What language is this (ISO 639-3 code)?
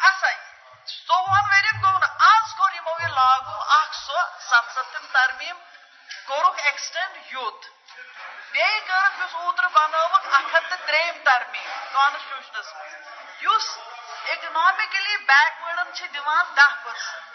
kas